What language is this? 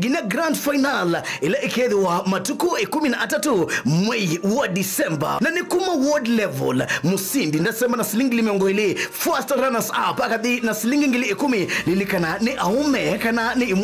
Kamba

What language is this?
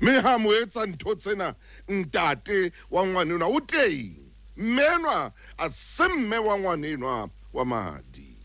Southern Sotho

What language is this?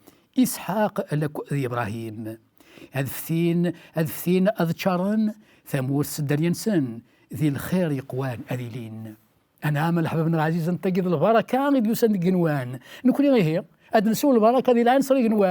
Kabyle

